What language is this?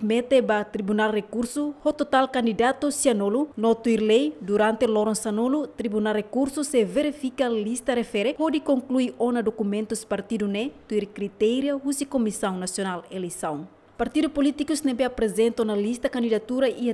Tetum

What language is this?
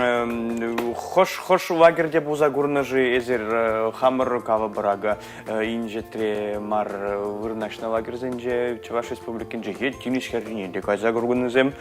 Chuvash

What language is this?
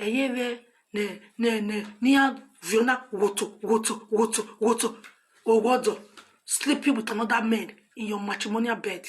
Nigerian Pidgin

